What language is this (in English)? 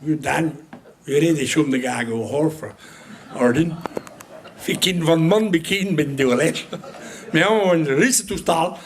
Breton